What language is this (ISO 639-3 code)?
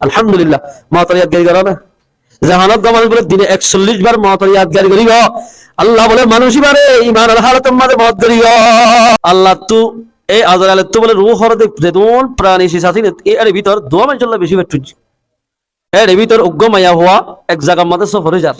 rhg